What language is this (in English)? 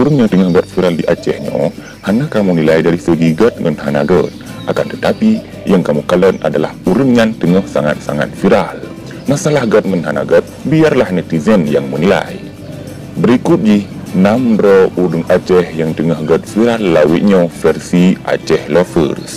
Achinese